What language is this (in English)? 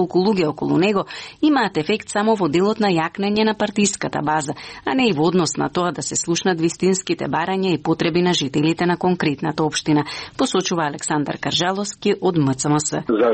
Macedonian